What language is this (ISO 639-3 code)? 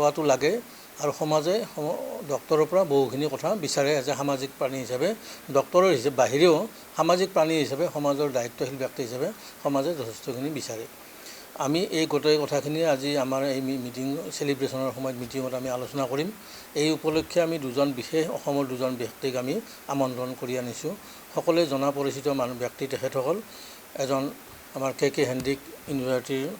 asm